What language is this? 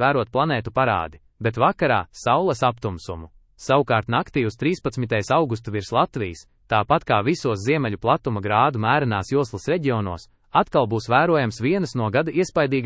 Latvian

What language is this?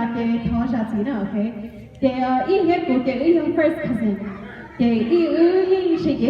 Hmong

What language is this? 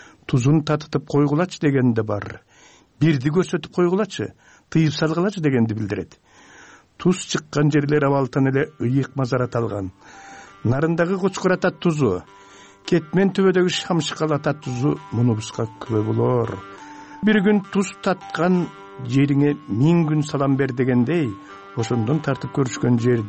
Kyrgyz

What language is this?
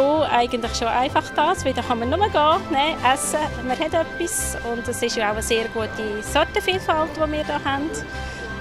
Swiss German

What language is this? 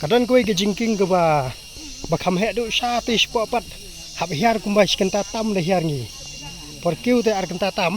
Khasi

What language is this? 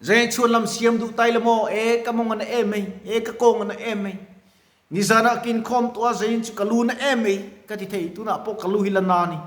Mizo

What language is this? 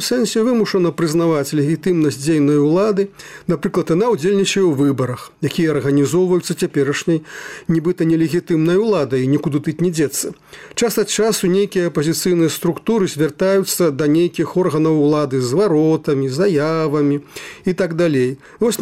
Belarusian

